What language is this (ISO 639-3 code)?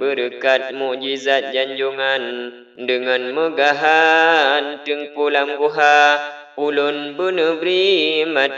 ace